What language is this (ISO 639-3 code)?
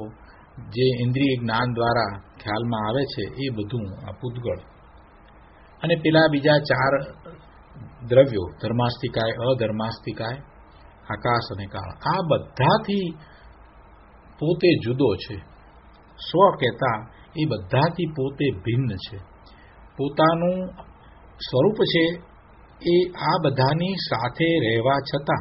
guj